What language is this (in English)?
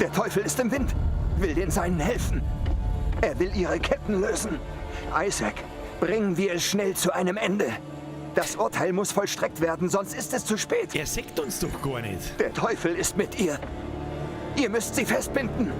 Bavarian